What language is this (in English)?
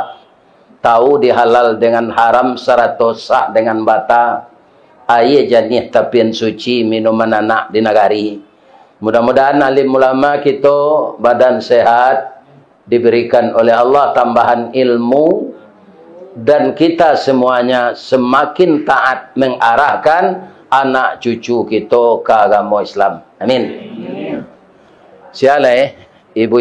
Minangkabau